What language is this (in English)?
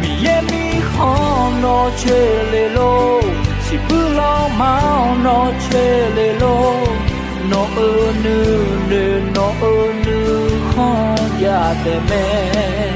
Akha